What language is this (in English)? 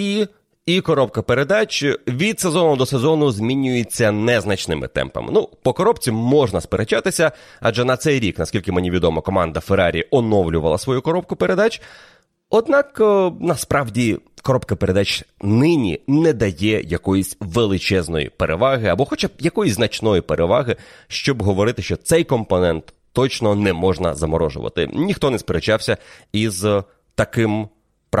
Ukrainian